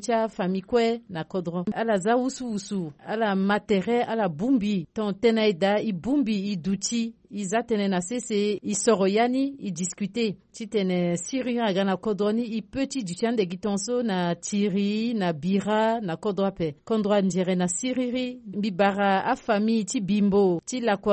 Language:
Sango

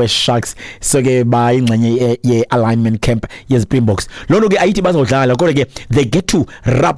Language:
Xhosa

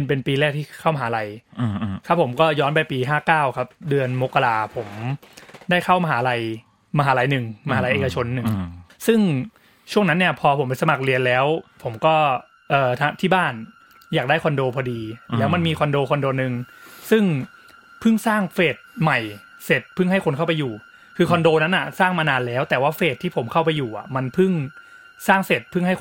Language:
Thai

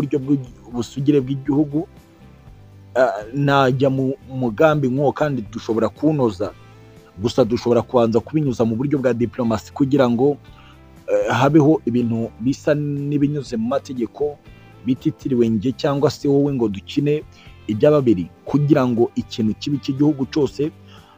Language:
Kinyarwanda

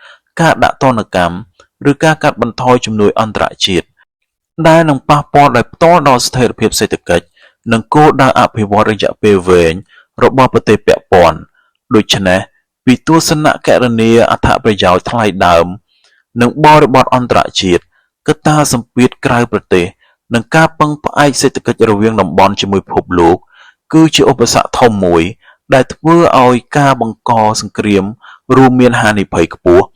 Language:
Khmer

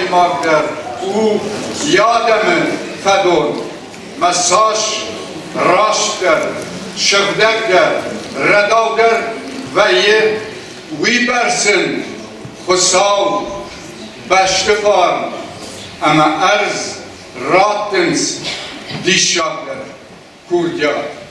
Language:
Ossetic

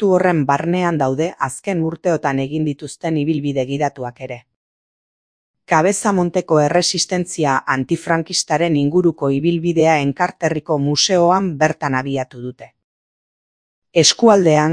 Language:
Basque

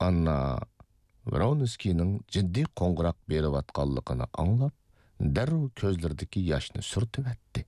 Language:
Uyghur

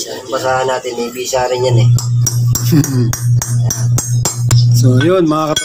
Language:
Filipino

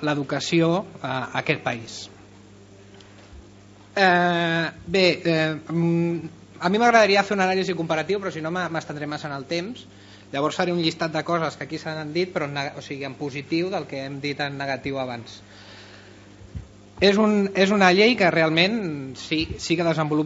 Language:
Catalan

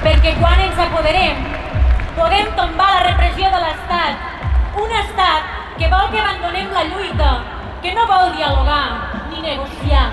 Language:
Occitan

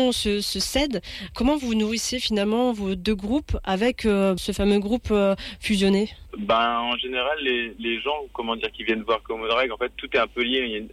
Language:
French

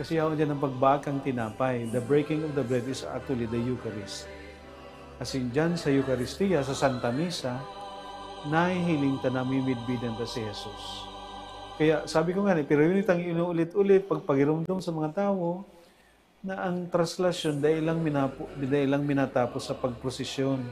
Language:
Bikol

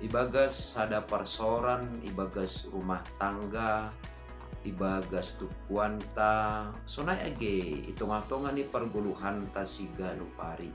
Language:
Batak Simalungun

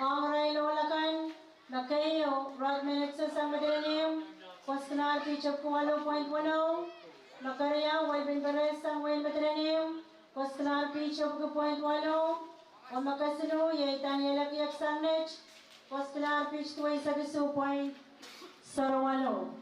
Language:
Pohnpeian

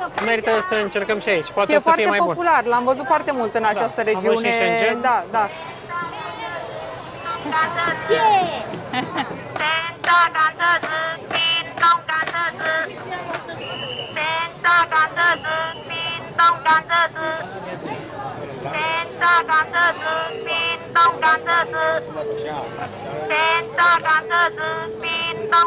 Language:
Romanian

